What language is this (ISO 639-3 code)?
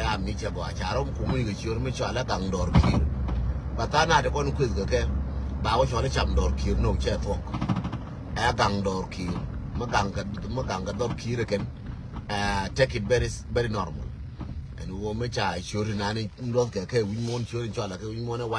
nus